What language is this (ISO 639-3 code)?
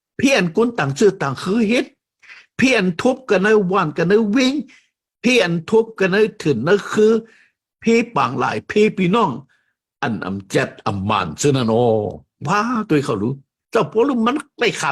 shn